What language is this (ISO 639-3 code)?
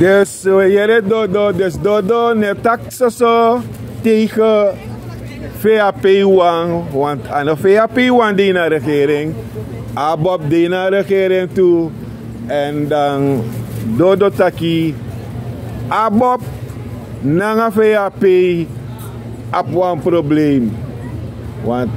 srn